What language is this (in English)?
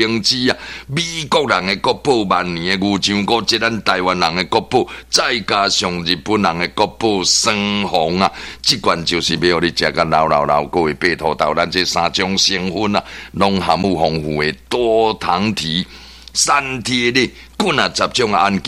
Min Nan Chinese